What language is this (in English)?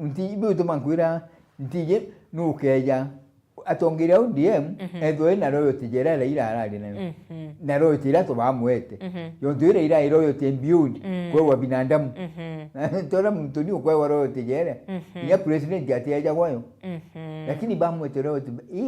Meru